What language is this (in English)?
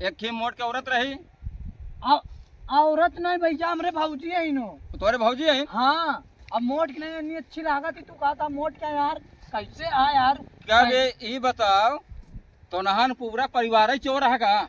Awadhi